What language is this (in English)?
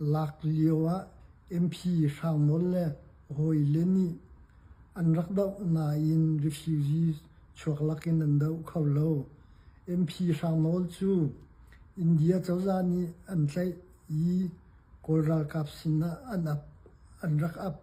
Hakha Chin